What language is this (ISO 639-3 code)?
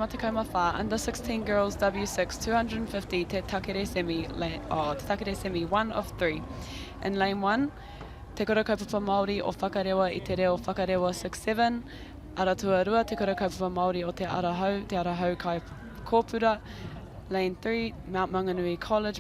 mri